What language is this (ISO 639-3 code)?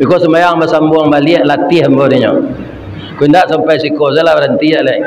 min